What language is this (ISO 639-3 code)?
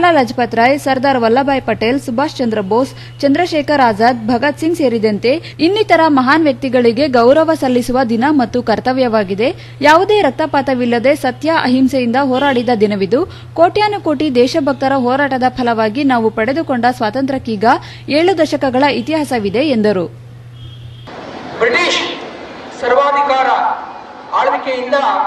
kan